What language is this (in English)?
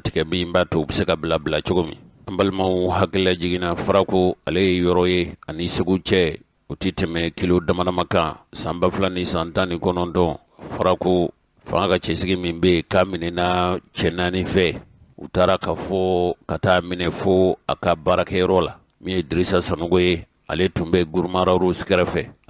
Bambara